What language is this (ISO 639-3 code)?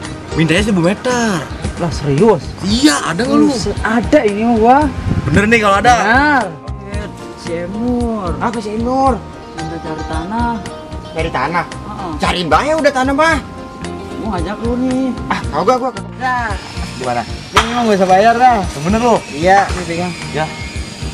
bew